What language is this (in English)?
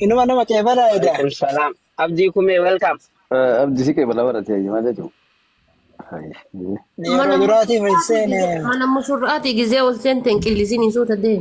Oromo